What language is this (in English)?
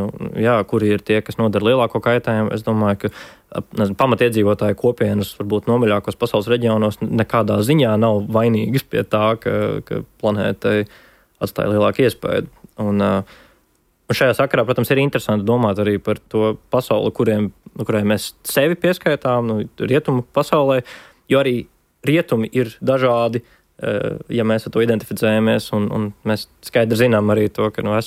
Latvian